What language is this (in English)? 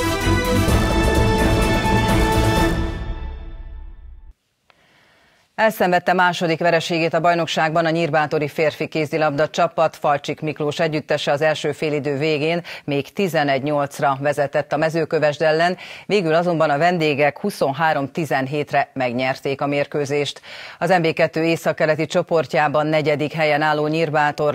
Hungarian